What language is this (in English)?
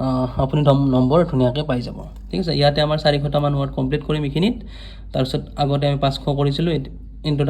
Assamese